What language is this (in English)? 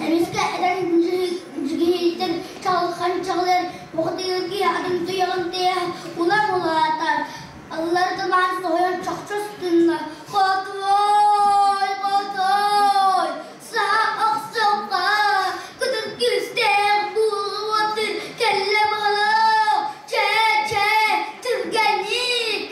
Yakut